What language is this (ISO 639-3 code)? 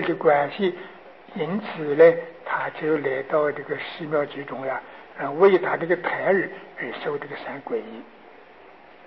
zho